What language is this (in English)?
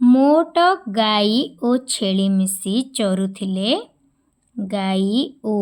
Odia